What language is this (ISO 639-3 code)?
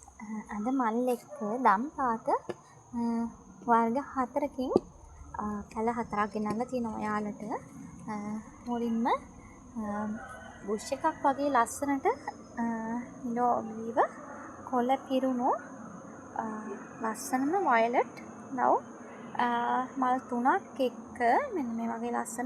sin